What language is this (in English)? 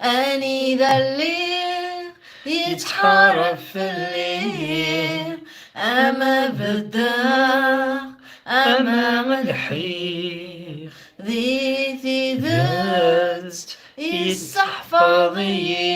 Kabyle